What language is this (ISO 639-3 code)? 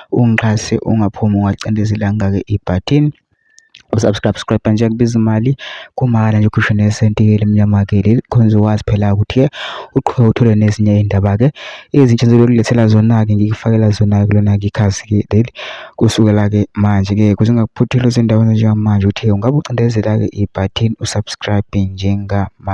zul